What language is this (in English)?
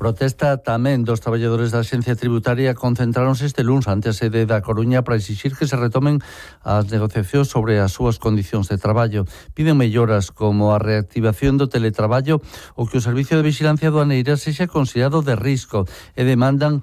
Galician